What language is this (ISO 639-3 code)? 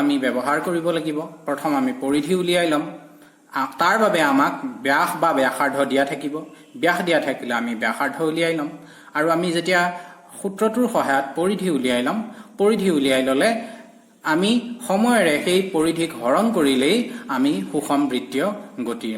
asm